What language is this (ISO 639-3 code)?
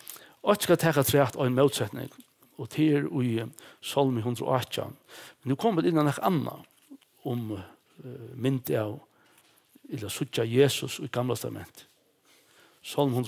fao